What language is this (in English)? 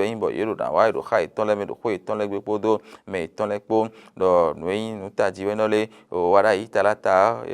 Fon